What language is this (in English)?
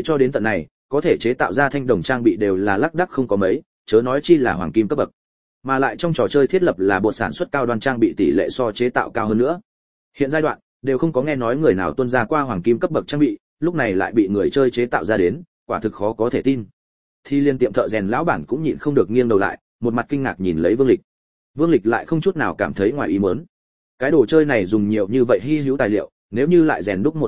Vietnamese